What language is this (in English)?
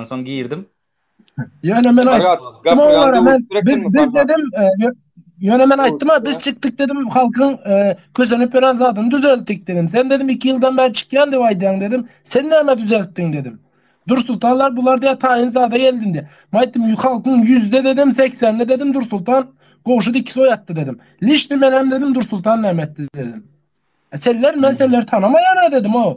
Turkmen